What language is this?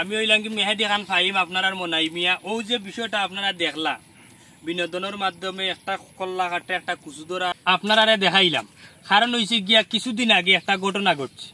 Sylheti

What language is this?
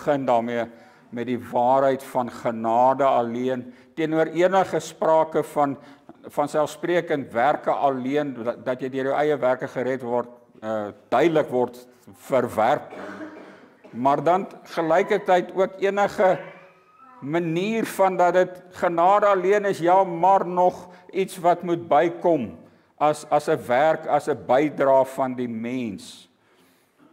Afrikaans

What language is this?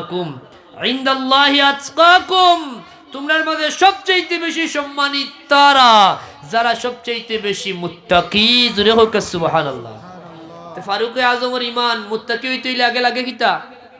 Sylheti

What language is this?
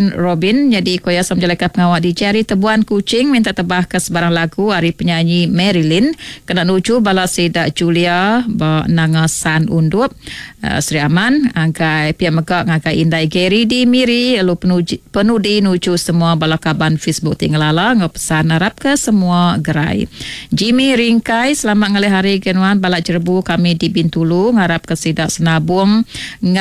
Iban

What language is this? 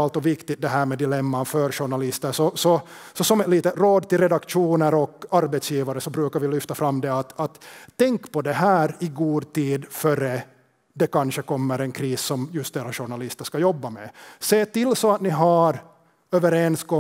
Swedish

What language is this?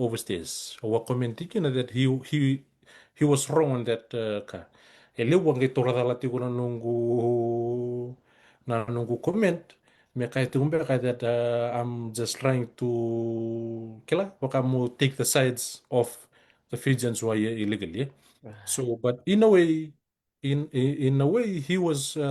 Fijian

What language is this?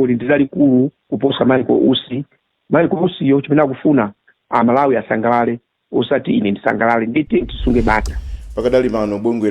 Nyanja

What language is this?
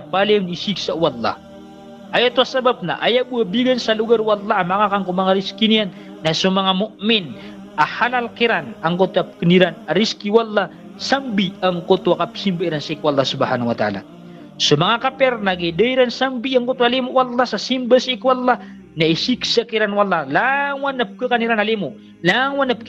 Maranao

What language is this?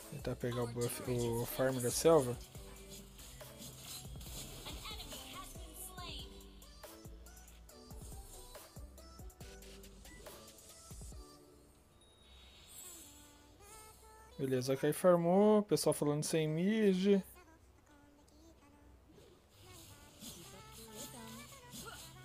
Portuguese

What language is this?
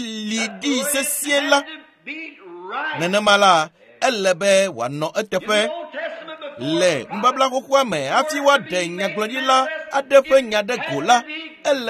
Ewe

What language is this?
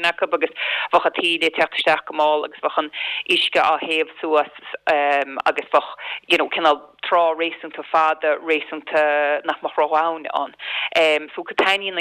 Irish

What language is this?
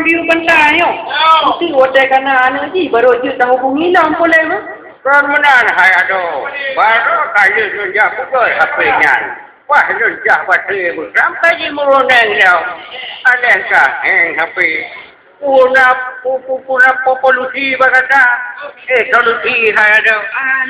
Achinese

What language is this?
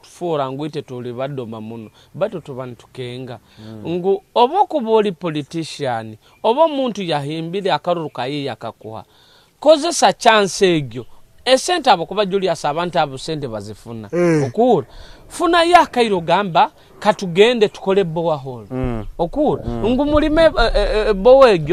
Nyoro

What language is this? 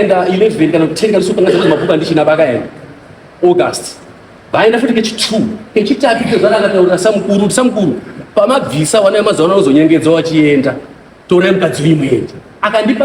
Shona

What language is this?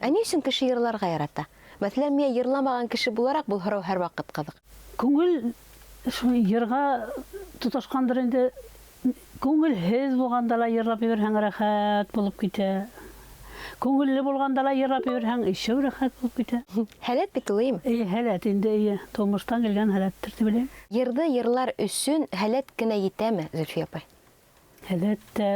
Bashkir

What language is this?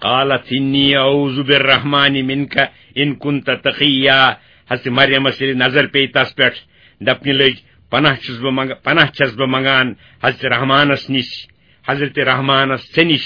Kashmiri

